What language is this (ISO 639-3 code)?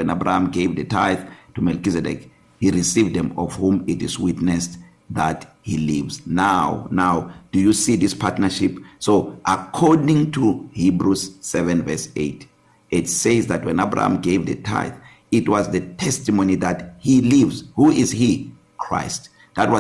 eng